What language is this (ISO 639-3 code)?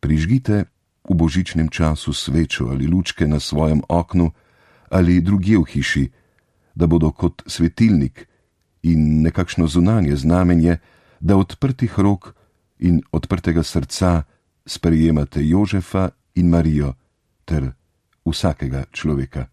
slv